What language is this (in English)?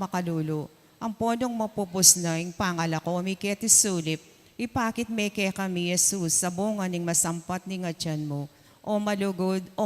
Pampanga